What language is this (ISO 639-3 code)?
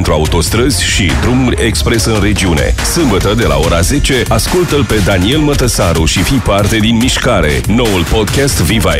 ron